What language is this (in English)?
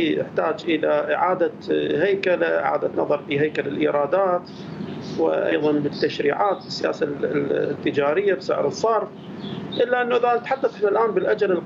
Mesopotamian Arabic